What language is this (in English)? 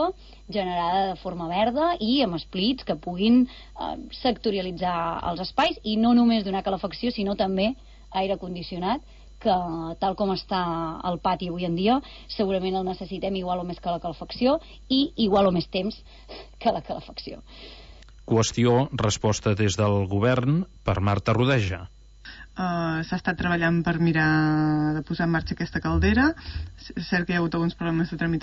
Catalan